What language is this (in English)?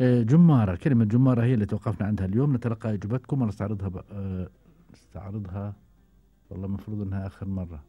Gulf Arabic